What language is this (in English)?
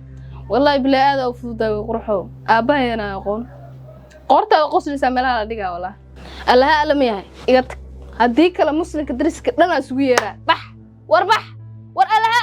Somali